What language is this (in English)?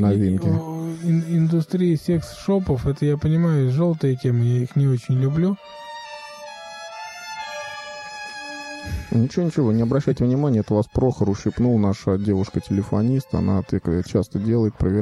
Russian